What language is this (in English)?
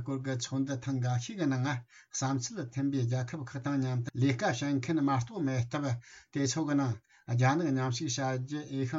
Tibetan